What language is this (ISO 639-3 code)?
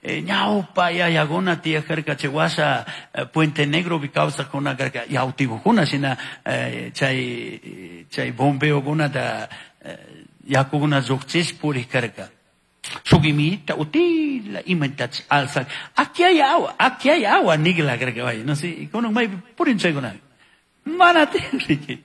qug